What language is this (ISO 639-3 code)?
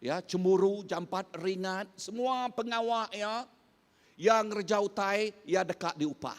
iba